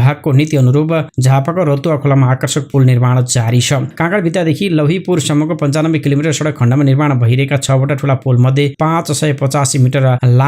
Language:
Nepali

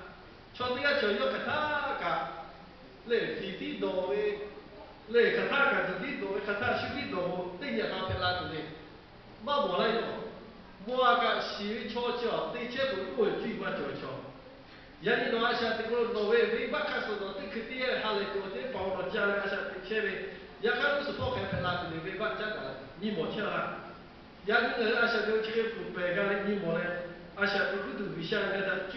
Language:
Lahu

